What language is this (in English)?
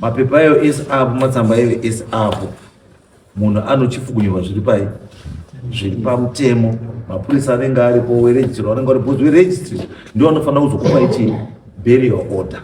Shona